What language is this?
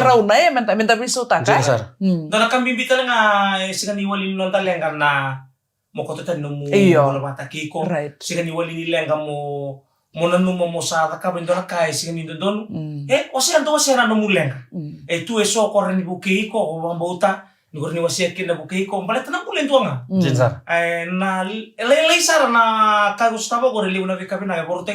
Fijian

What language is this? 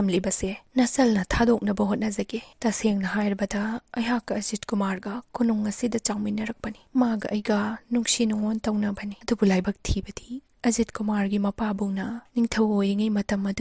Manipuri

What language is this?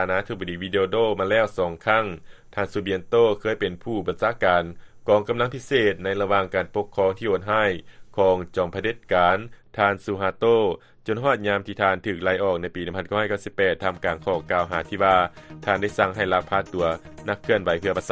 Lao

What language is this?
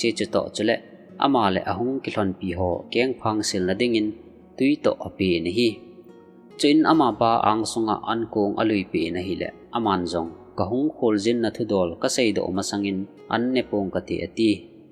Thado Chin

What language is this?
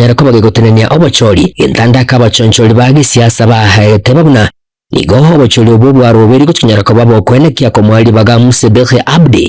Gusii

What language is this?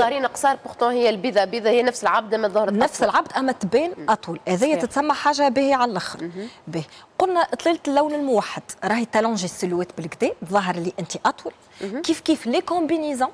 Tunisian Arabic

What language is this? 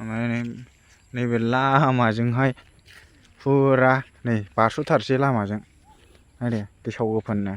Bodo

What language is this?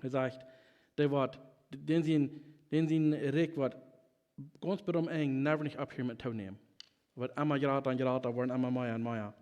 Plautdietsch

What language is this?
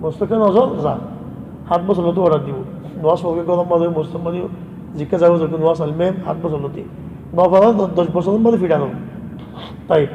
Rohingya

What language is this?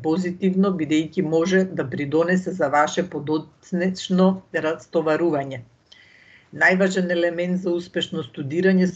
Macedonian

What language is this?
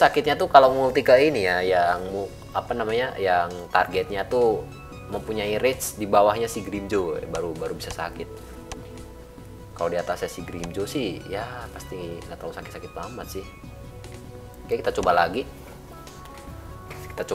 Indonesian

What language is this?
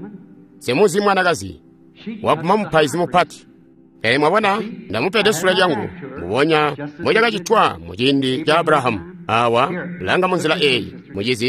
Tonga (Zambia)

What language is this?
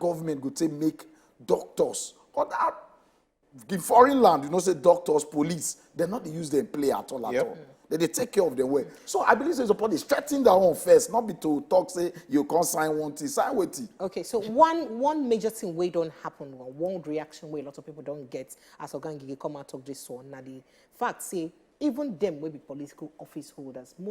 Nigerian Pidgin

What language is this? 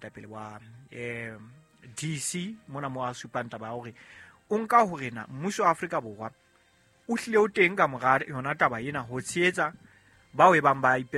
Southern Sotho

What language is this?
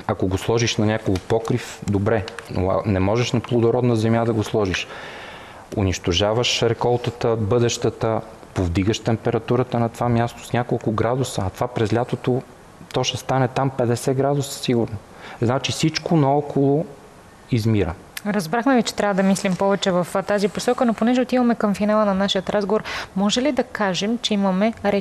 Bulgarian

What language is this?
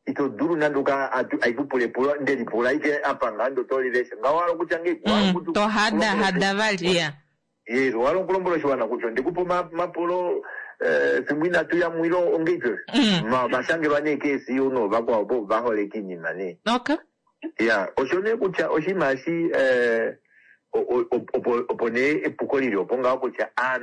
Kuanyama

